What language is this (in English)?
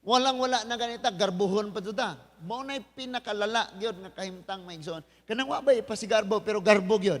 Cebuano